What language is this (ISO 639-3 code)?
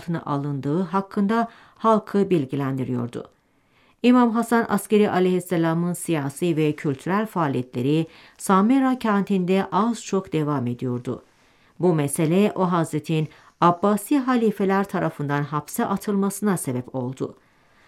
tur